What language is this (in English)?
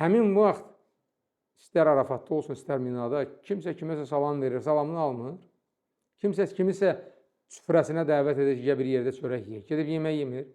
Azerbaijani